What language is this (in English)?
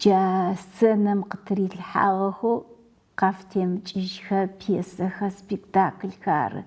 Adyghe